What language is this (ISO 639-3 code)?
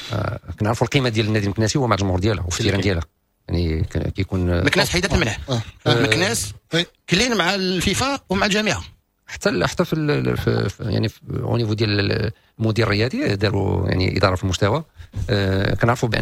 ary